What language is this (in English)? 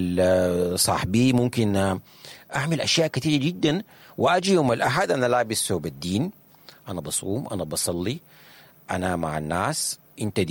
Sudanese Arabic